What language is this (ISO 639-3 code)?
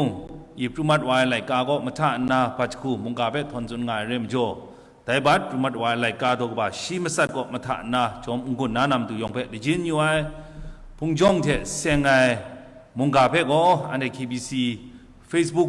kac